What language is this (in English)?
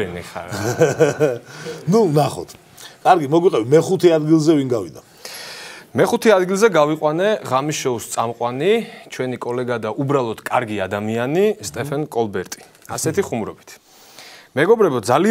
Georgian